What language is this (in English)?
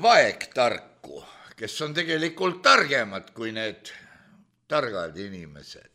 Estonian